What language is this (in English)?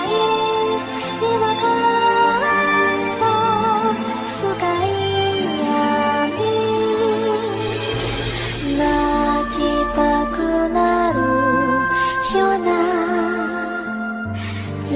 Japanese